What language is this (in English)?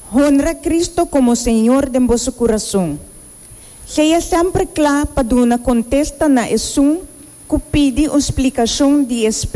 Papiamento